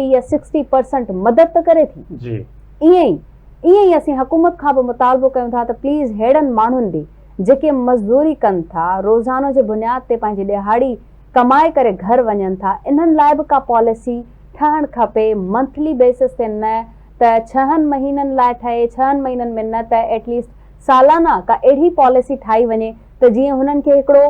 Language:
Sindhi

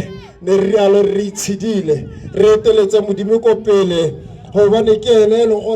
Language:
Tswana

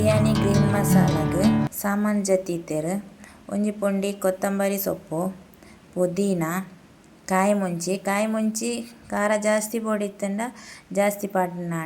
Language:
Tulu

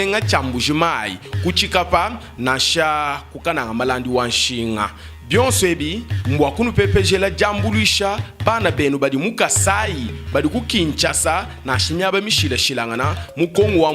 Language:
Luba-Lulua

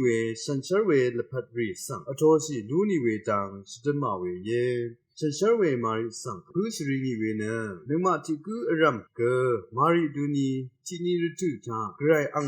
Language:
Rawang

